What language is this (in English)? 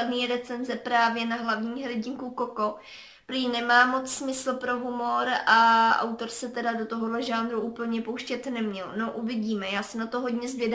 Czech